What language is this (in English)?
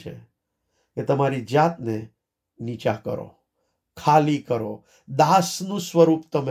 Gujarati